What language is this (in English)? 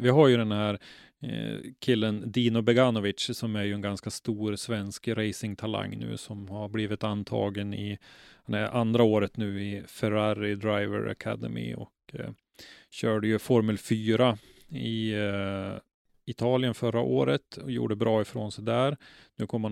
Swedish